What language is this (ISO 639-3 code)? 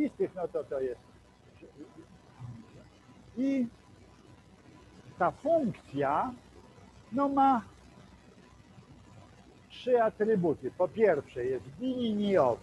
pol